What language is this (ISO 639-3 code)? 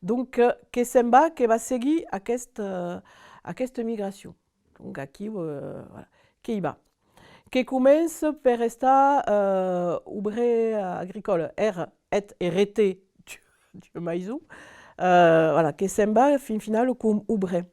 oci